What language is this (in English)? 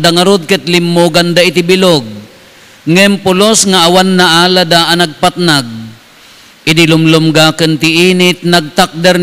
Iloko